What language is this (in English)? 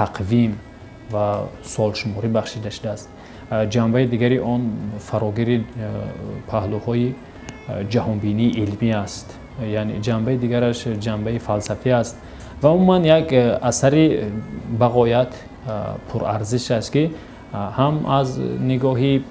Tajik